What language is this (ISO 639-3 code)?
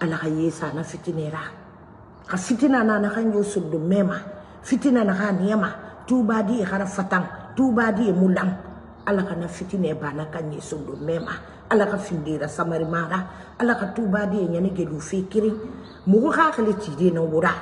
man